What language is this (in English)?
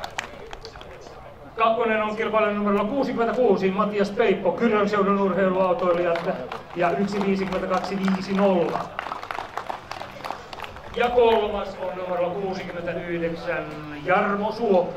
Finnish